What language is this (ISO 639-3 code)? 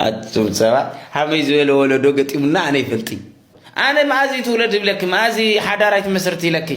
tir